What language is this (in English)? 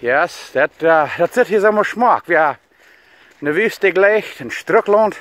Plautdietsch